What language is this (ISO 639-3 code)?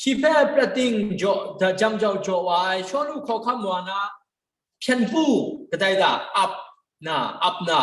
kac